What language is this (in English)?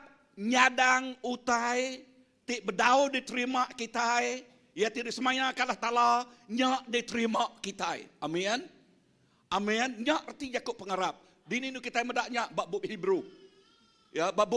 Iban